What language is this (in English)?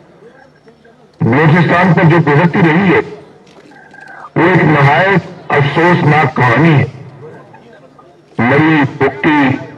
Urdu